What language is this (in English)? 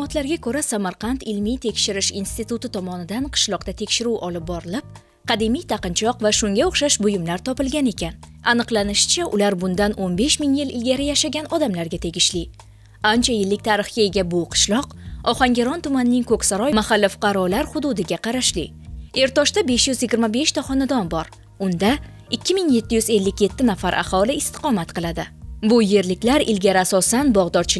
Uzbek